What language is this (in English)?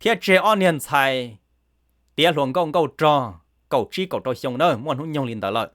Hmong